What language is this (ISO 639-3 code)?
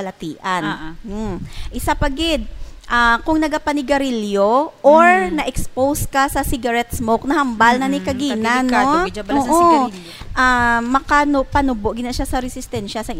hil